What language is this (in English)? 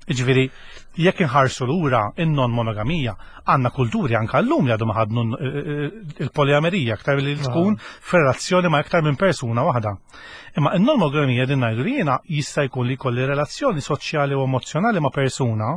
Maltese